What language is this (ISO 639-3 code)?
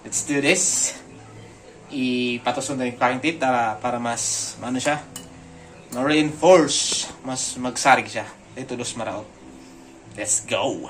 bik